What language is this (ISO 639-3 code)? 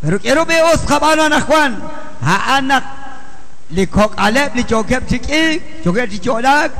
kek